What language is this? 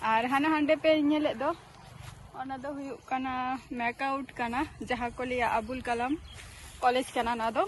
Santali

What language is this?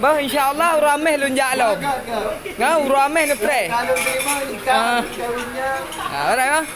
Achinese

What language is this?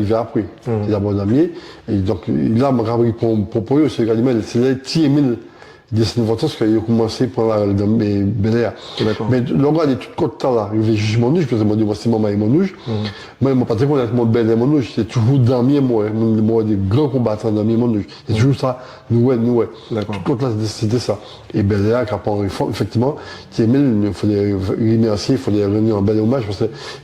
Guadeloupean Creole French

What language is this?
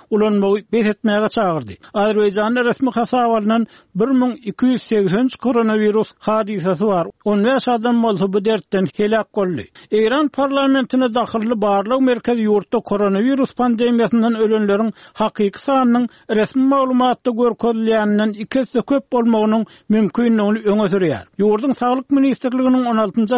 Turkmen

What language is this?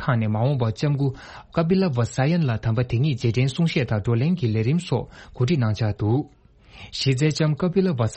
Tibetan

